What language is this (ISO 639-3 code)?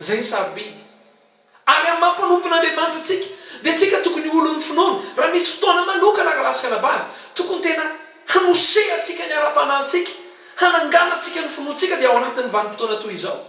mlg